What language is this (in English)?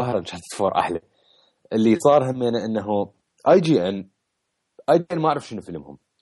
Mesopotamian Arabic